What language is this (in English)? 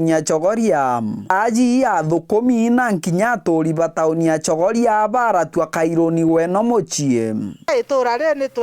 Meru